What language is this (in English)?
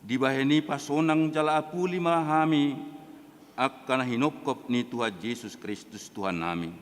Batak Toba